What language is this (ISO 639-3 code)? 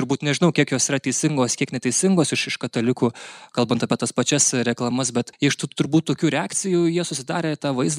lit